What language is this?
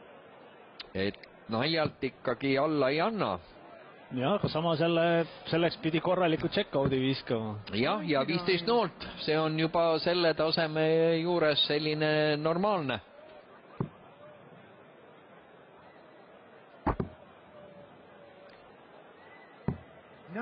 Estonian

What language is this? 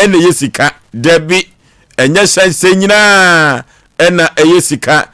Akan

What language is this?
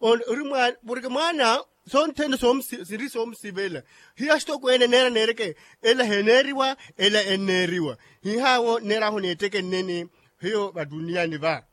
Makhuwa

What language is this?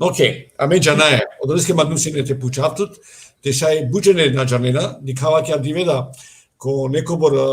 Balkan Romani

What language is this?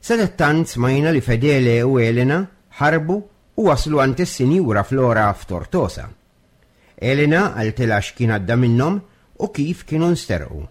Maltese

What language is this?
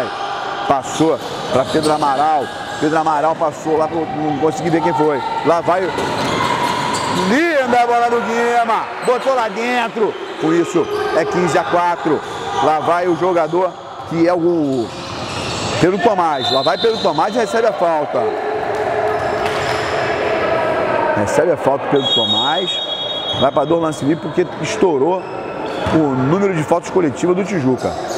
Portuguese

